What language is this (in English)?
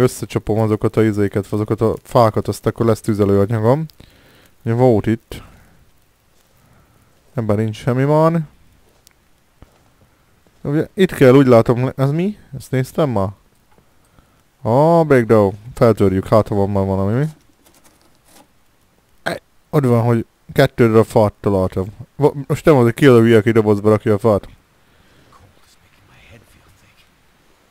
Hungarian